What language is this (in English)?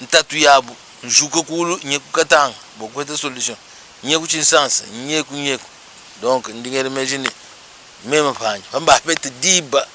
Luba-Lulua